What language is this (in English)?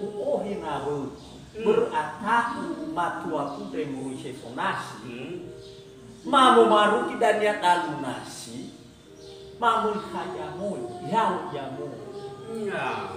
Nias